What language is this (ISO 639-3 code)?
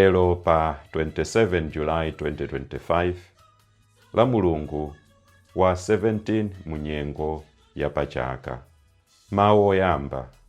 nya